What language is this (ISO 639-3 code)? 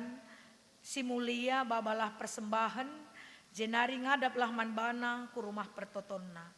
btx